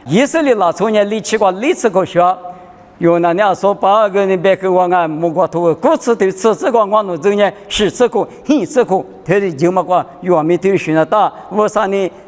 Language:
Lisu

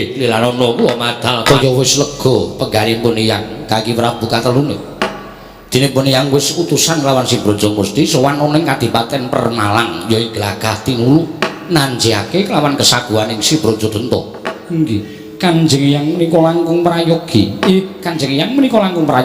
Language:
Javanese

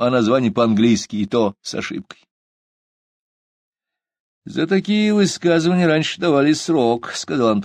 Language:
Russian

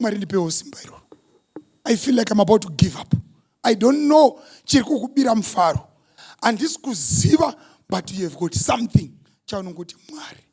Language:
Shona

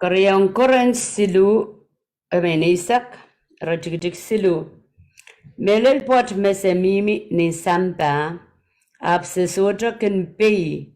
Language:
Pohnpeian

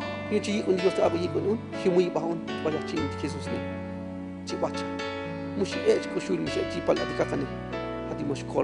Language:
Tzotzil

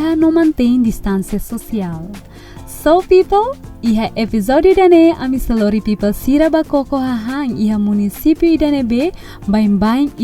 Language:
Tetum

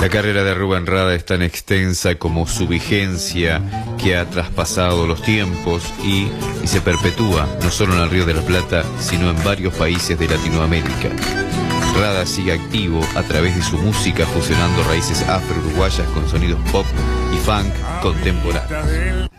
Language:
Spanish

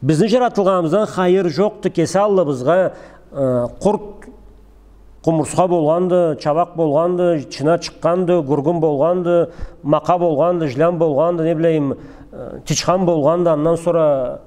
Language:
Karachay-Balkar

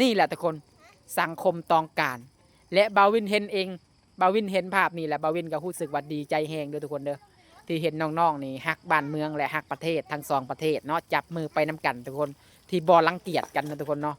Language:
Lao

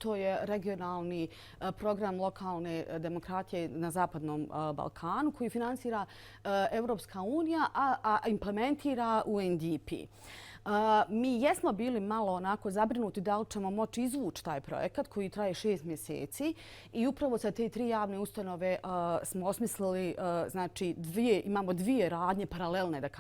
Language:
Bosnian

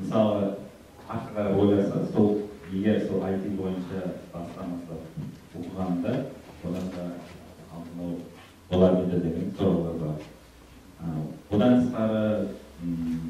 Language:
Kara-Kalpak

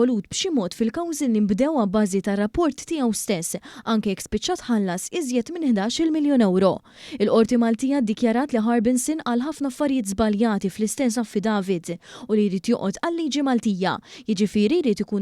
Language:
Maltese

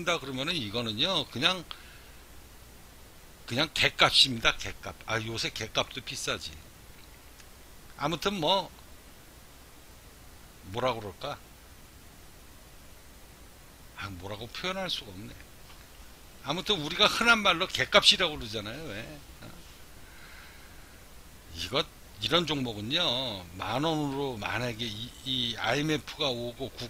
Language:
Korean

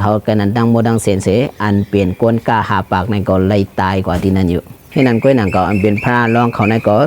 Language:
Shan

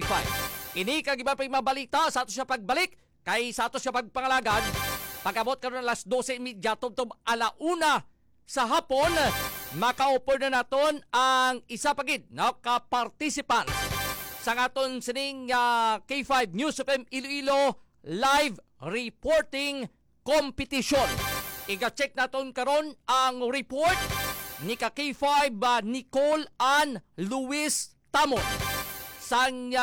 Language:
Hiligaynon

